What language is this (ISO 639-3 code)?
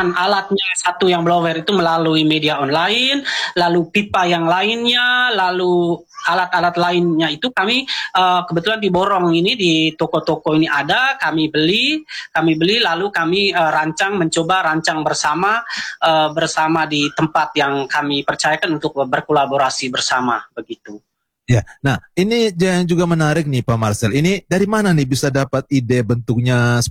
ind